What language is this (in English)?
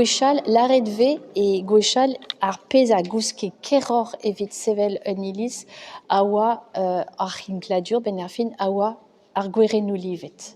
Breton